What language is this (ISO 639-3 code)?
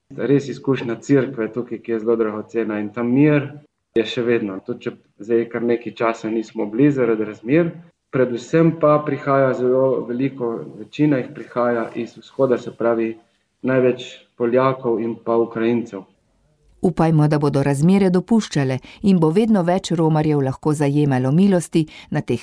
slv